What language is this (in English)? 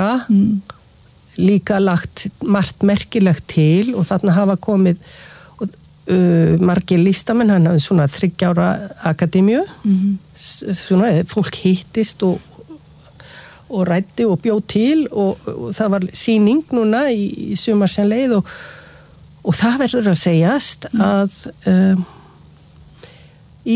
Icelandic